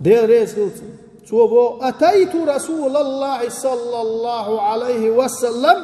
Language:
Chechen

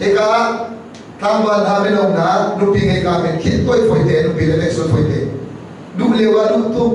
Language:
Hakha Chin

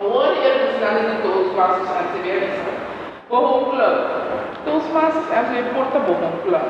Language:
Papiamento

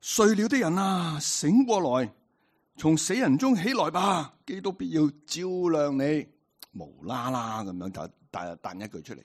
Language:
Cantonese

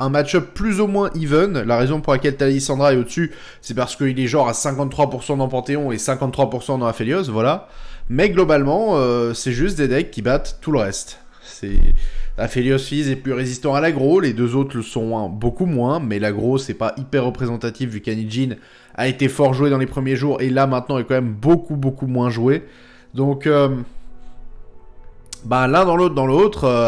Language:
French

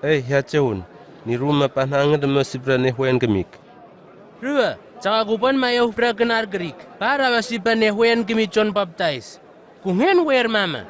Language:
Southwest Tanna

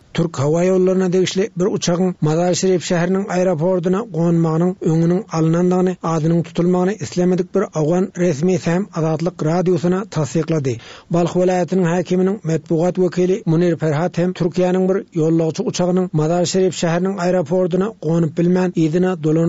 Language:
Turkmen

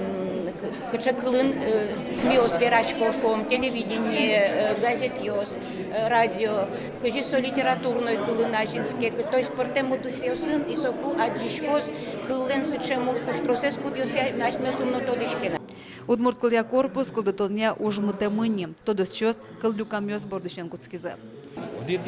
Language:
Udmurt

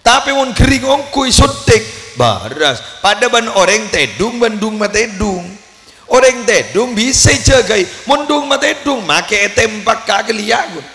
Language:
Madurese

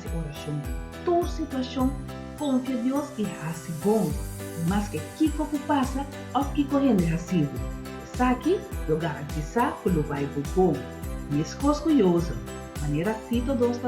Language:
Papiamento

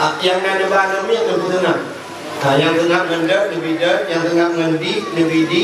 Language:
Achinese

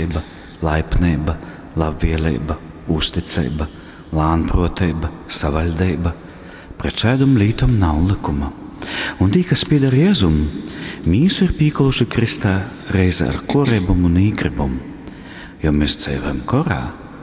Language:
Latgalian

